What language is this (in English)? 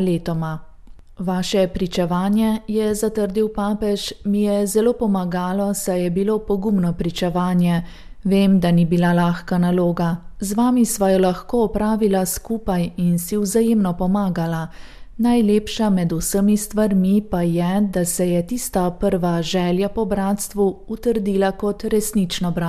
Slovenian